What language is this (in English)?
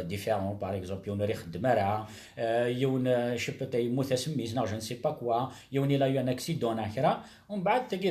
Kabyle